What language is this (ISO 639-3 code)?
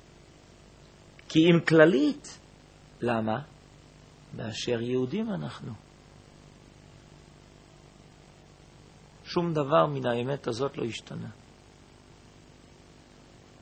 heb